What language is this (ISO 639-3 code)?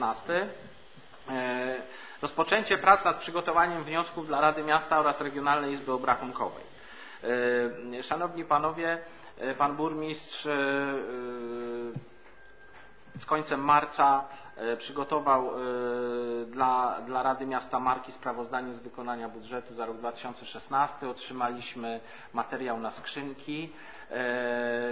pol